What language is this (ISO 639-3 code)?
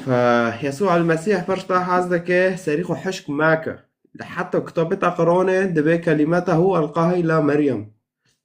kur